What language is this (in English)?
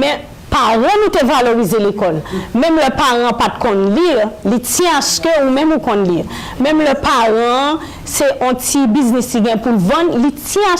Haitian Creole